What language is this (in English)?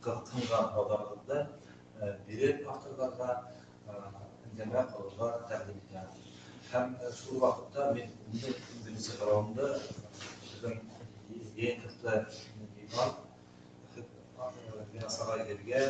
Bashkir